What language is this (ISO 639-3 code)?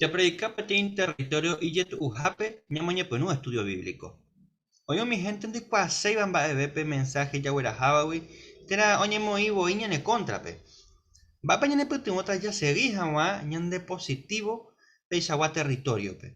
grn